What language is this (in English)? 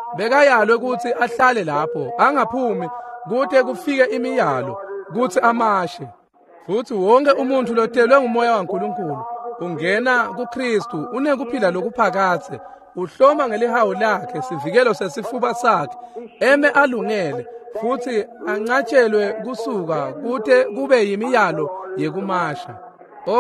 Swati